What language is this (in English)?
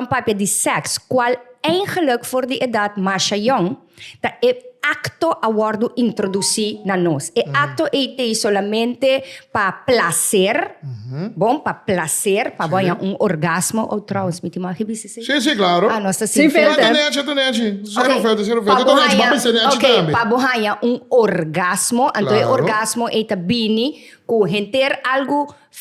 Papiamento